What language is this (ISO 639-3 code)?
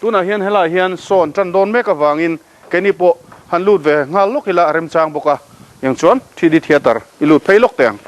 lus